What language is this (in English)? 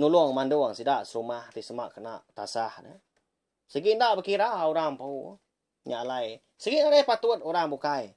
Iban